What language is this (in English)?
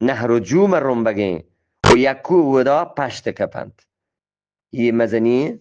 Eastern Balochi